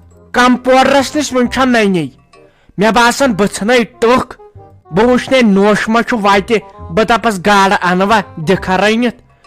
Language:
Kashmiri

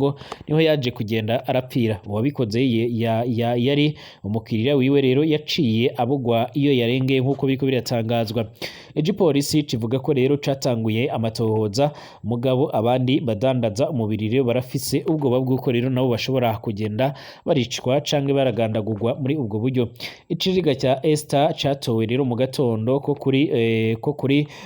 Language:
Rundi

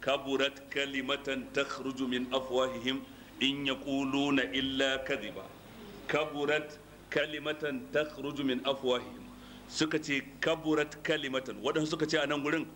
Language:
Hausa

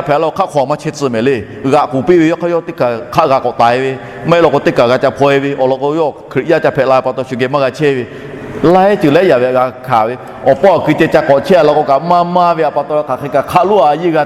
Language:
Lahu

